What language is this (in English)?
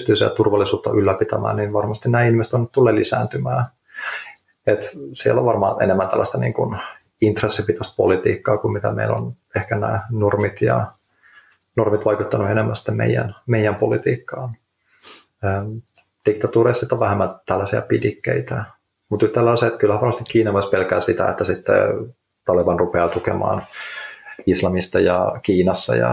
Finnish